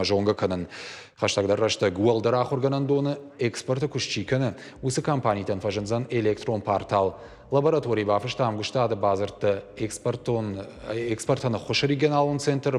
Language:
Ossetic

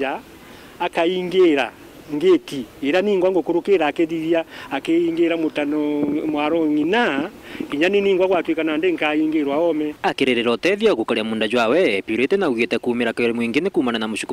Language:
Meru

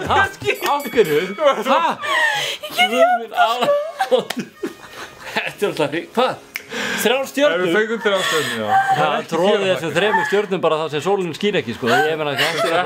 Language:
Icelandic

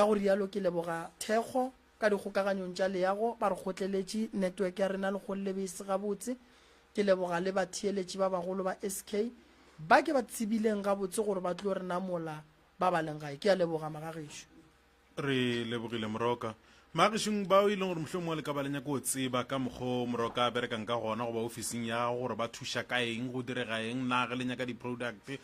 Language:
Northern Sotho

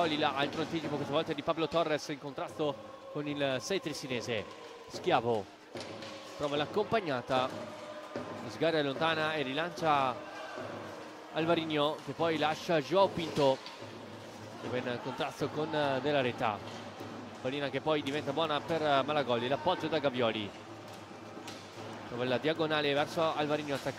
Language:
Italian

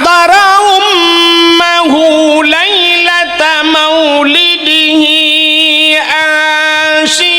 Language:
Achinese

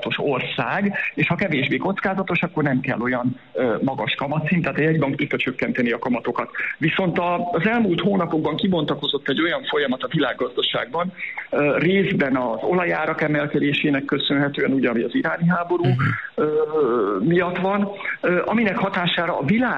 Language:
Hungarian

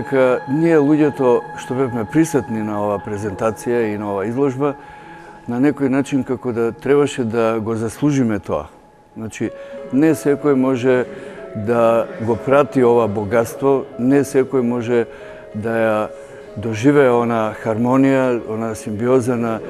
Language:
Macedonian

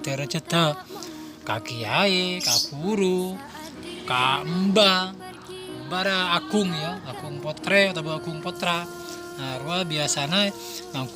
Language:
Madurese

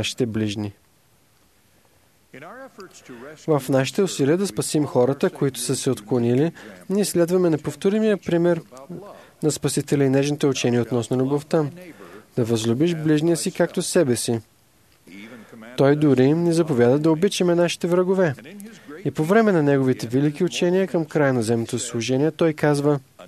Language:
Bulgarian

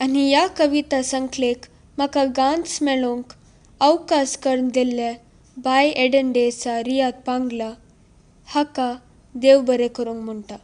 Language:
Konkani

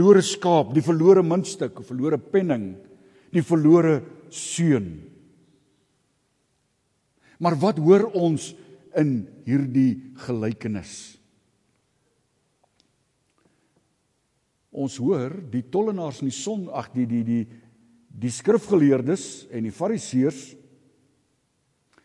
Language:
Afrikaans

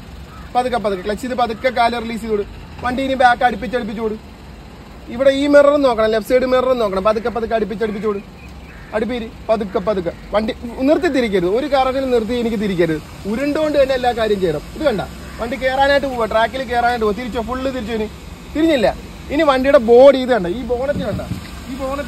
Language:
Malayalam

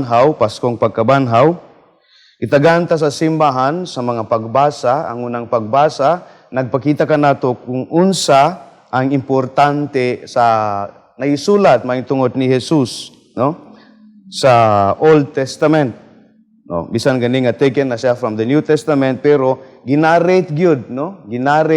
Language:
Cebuano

